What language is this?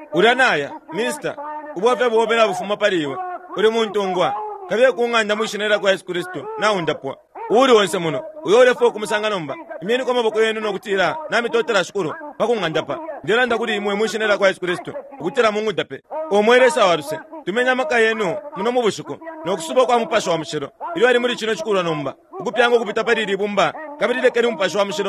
Bemba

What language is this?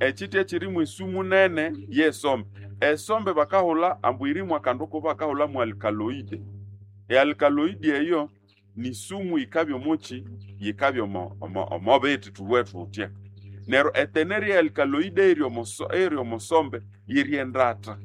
Nande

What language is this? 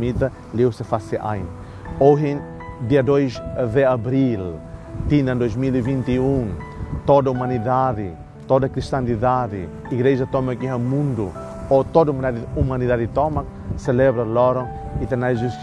Tetum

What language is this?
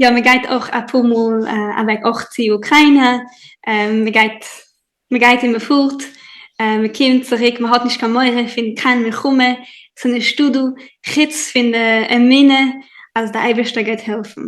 Yiddish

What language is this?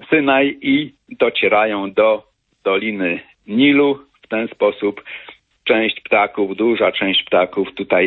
Polish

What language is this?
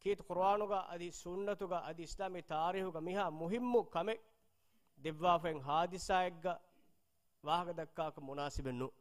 Divehi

